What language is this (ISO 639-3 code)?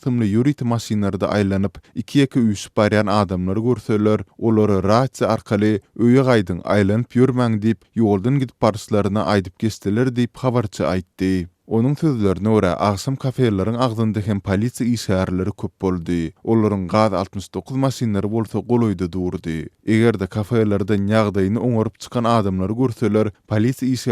tuk